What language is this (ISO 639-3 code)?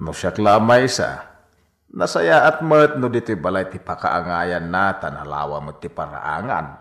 ilo